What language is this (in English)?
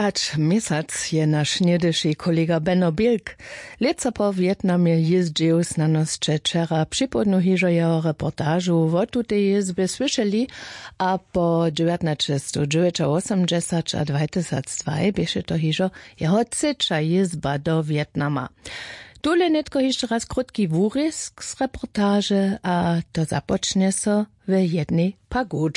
Upper Sorbian